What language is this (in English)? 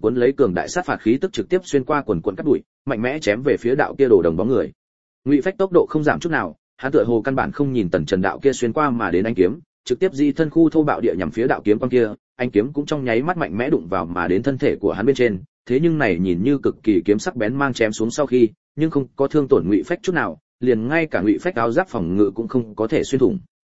Vietnamese